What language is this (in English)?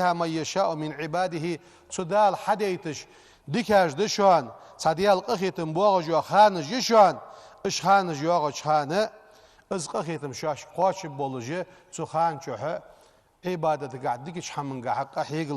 Ingush